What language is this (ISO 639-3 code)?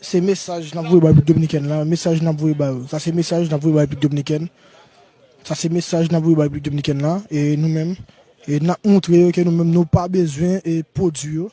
hat